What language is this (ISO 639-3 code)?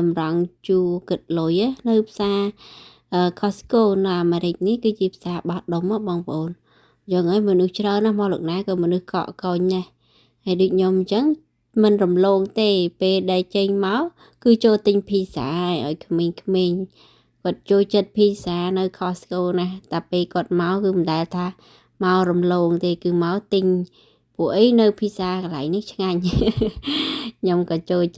khm